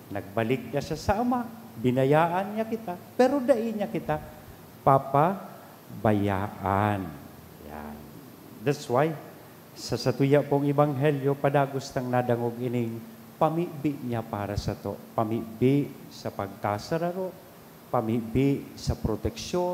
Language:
Bikol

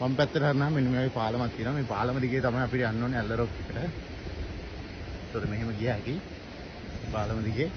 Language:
Sinhala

